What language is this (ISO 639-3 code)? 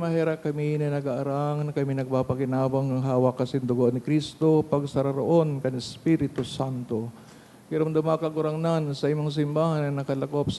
bik